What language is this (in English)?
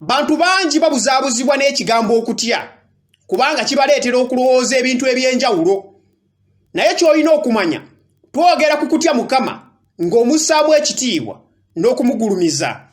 Ganda